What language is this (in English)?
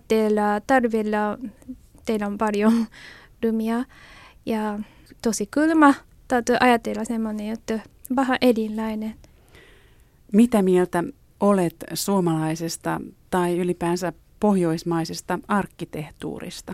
Finnish